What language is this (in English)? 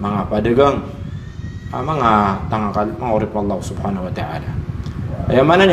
Maranao